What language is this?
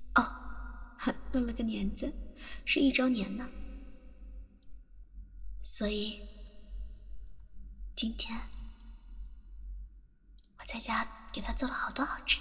Chinese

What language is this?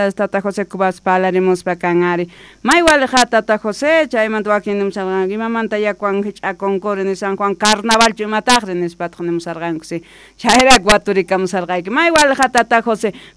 South Bolivian Quechua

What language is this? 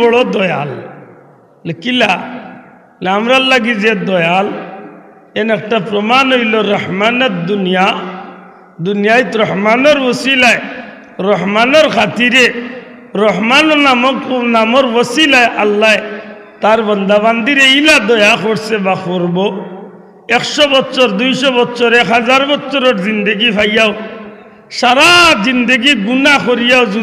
Sylheti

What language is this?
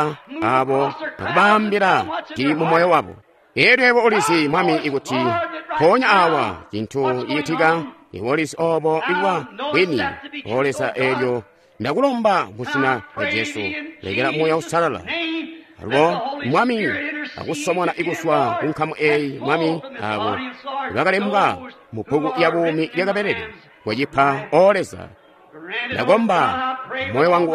Tonga (Zambia)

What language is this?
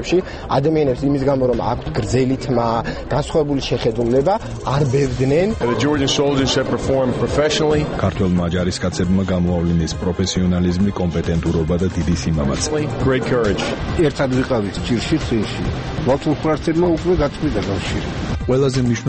Georgian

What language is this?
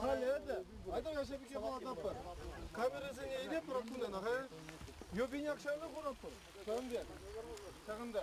Chuvash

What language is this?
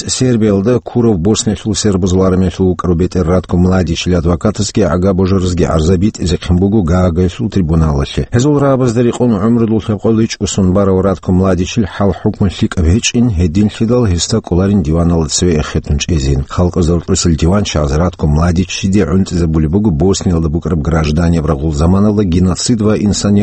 Avaric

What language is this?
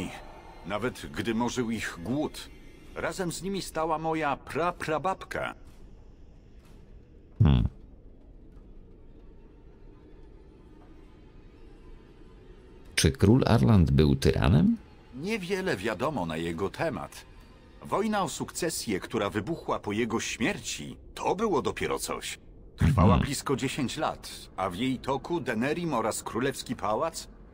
Polish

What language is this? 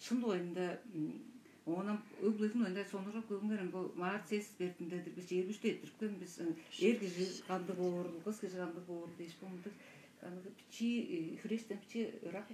Tuvinian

